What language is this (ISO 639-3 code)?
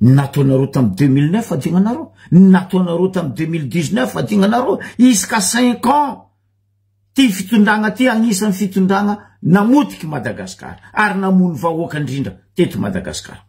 mlg